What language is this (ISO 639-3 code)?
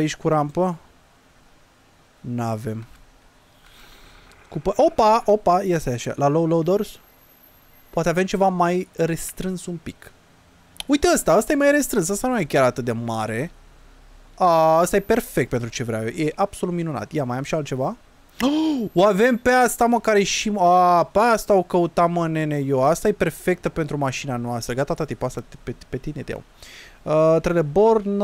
ron